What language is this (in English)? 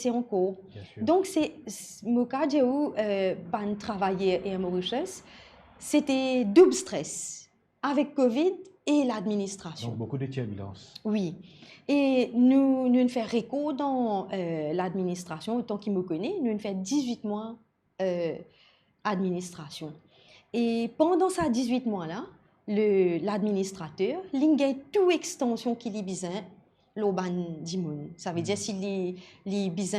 Morisyen